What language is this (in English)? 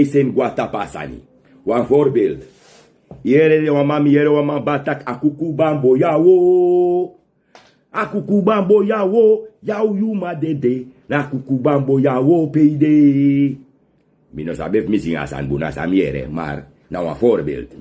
Sranan Tongo